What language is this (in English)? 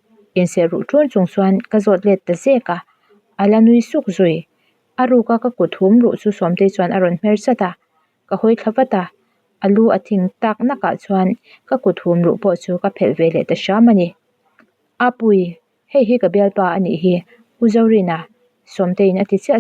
Mizo